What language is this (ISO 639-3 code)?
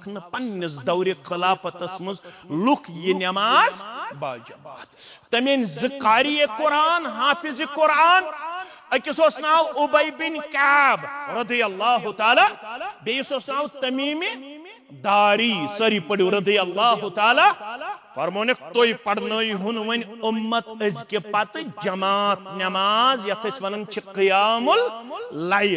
kas